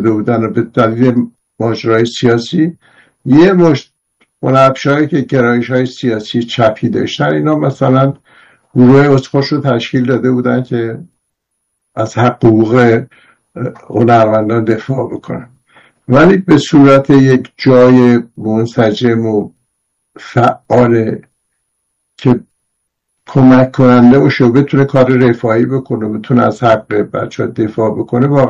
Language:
Persian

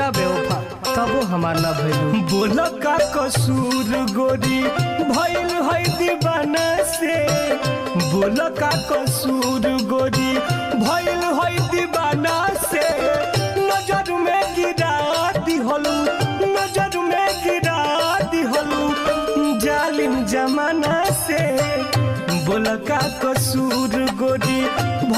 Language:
Bhojpuri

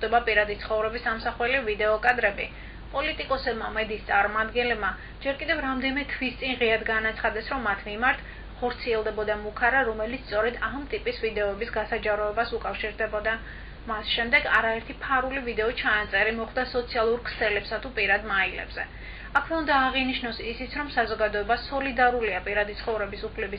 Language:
Georgian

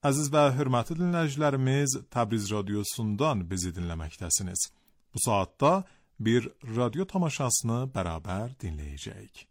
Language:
Azerbaijani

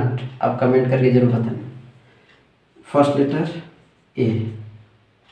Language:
Hindi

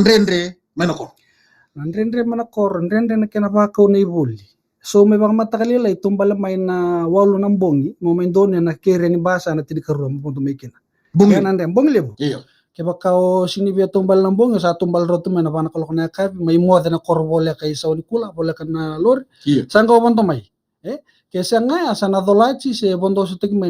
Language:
Fijian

